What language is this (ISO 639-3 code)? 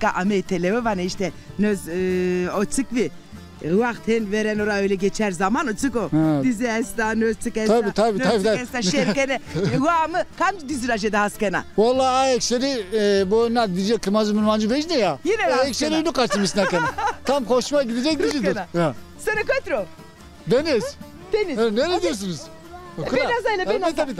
zza